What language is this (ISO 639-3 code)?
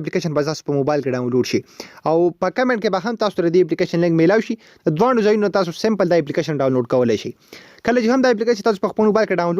pus